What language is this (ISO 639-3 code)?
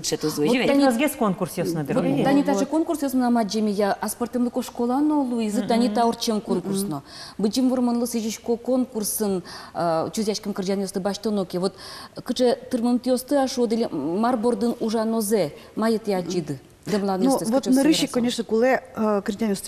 udm